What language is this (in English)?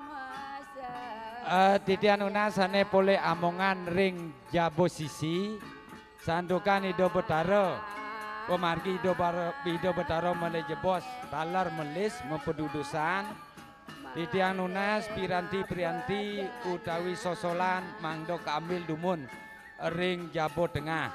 Balinese